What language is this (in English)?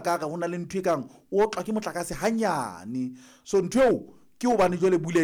Southern Sotho